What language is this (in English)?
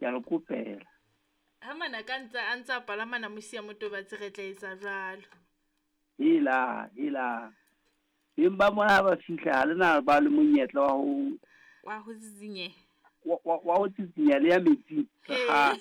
Southern Sotho